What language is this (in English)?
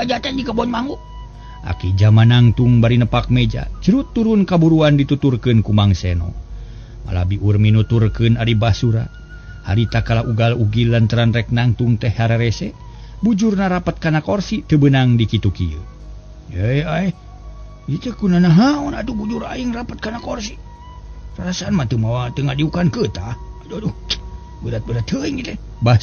Sundanese